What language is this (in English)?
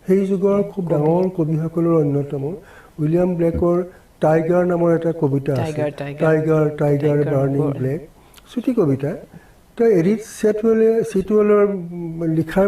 Assamese